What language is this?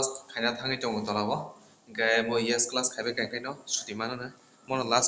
Kok Borok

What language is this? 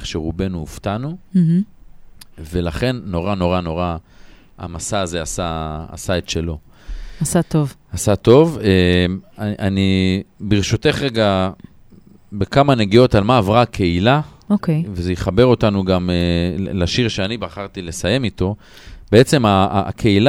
Hebrew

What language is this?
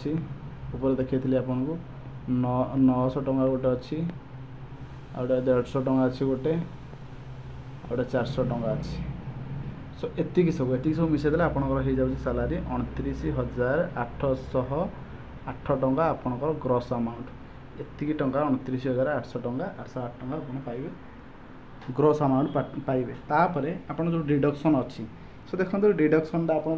Odia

